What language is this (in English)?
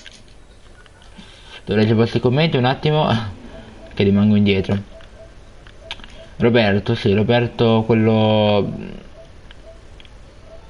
Italian